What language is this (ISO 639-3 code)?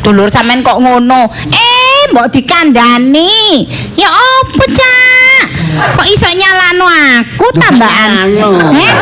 jav